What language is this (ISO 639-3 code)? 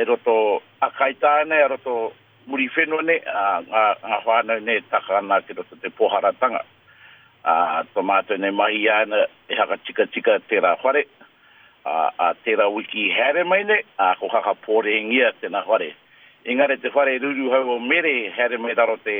mri